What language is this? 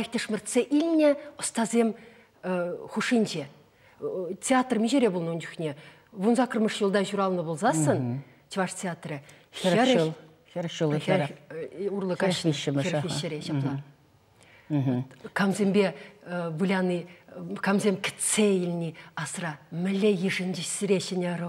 Chuvash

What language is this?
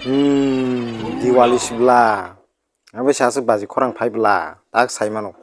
Kok Borok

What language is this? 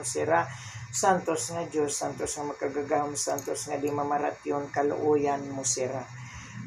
Waray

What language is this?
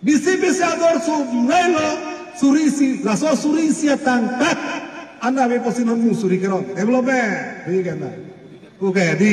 Karbi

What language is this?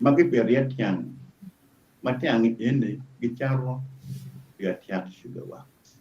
Acoli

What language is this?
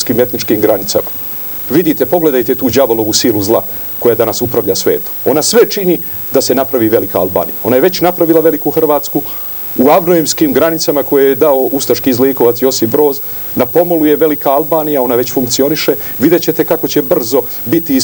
Serbian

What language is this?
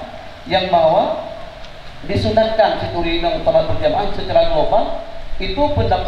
Achinese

